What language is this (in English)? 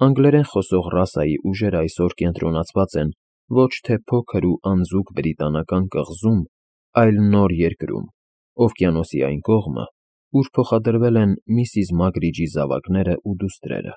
Armenian